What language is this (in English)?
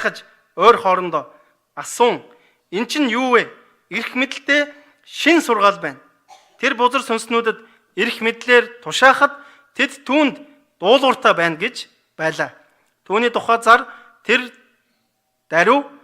Mongolian